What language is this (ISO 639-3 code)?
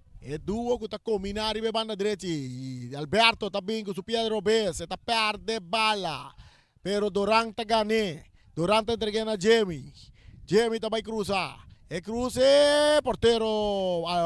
pap